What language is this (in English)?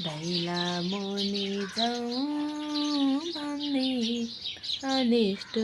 Nepali